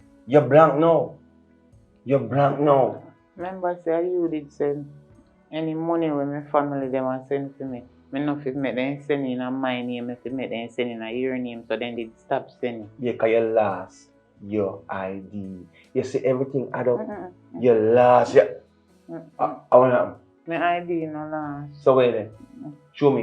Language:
Jamaican Creole English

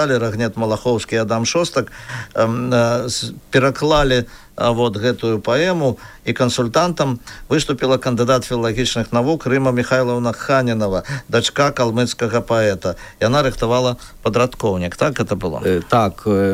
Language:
Belarusian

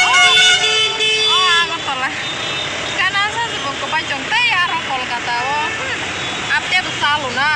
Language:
Kok Borok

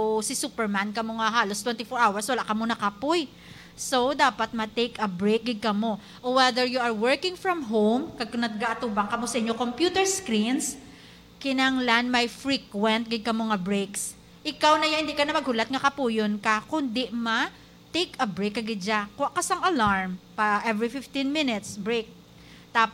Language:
Hiligaynon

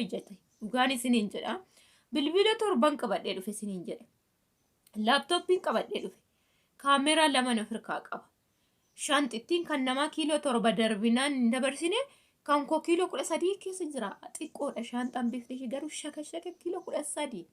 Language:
Oromo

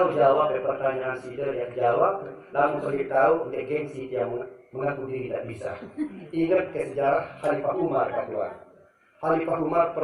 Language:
Sasak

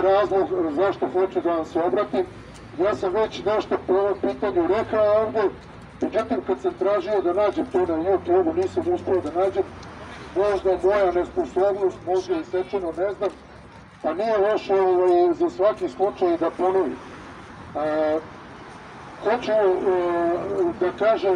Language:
Serbian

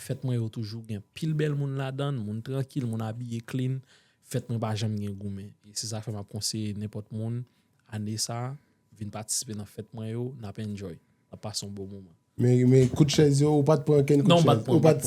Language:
Haitian Creole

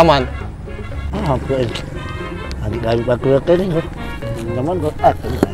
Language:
Musi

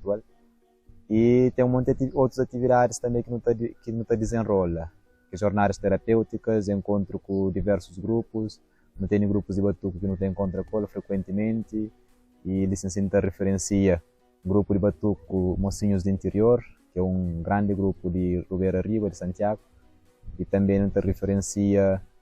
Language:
Kabuverdianu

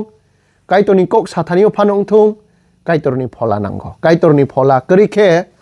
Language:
Kok Borok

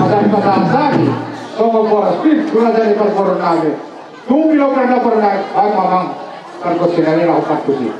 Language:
Batak Toba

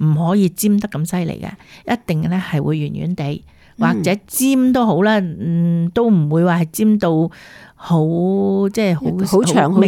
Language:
Cantonese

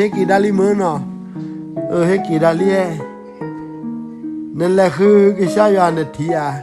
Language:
S'gaw Karen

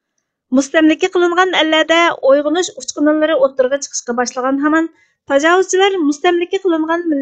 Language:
Uyghur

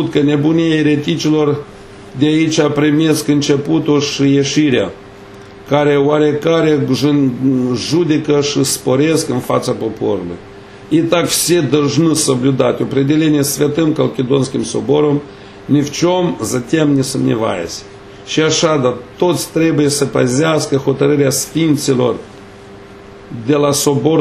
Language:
Romanian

